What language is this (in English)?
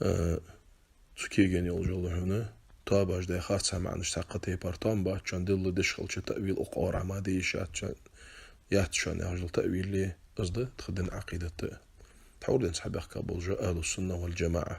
Ingush